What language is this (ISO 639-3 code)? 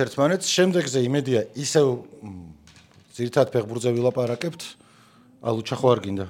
kat